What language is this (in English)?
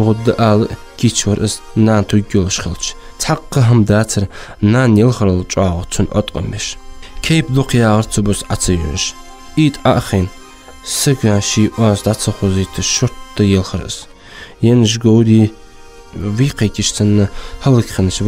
Ingush